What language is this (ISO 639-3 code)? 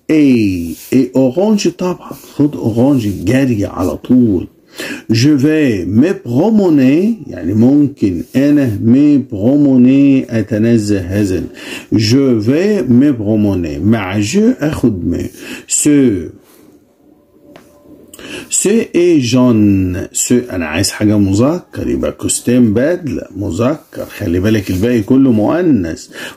arz